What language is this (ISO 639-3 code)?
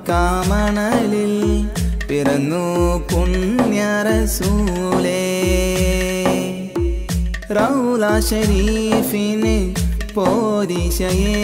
mal